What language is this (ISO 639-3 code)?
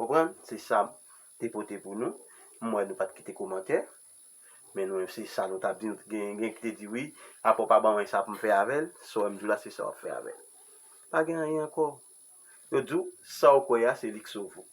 hat